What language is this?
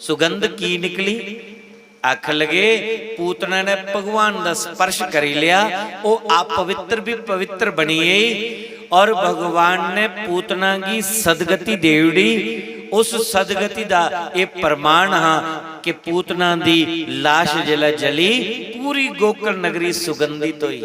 Dogri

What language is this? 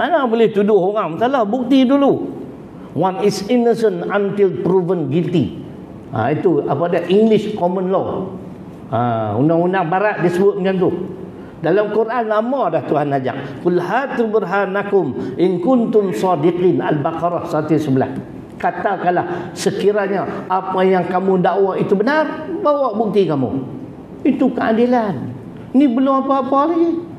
Malay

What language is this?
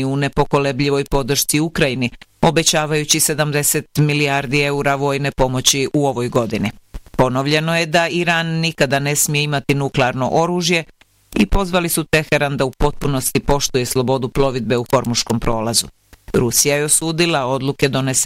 Bosnian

